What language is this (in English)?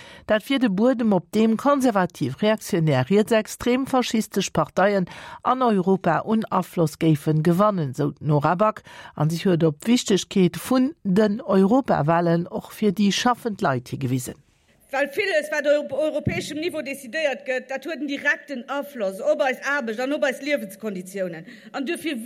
Luxembourgish